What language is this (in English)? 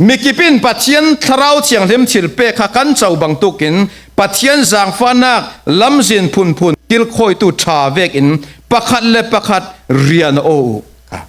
Falam Chin